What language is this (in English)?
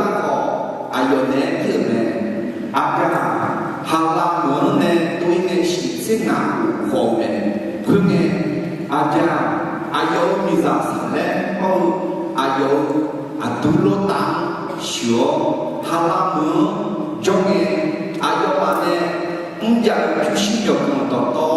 Akha